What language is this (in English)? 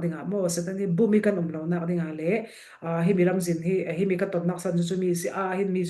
Falam Chin